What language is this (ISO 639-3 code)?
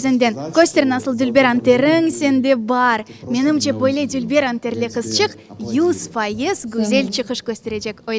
crh